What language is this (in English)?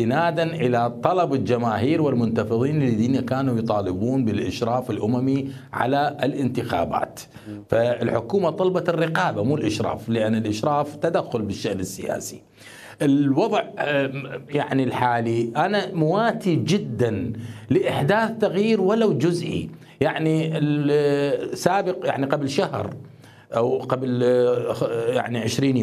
Mesopotamian Arabic